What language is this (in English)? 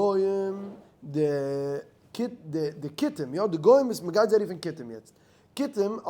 Yiddish